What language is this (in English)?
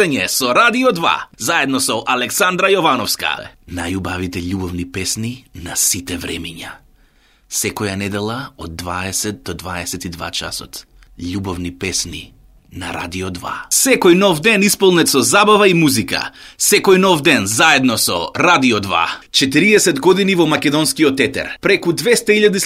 Macedonian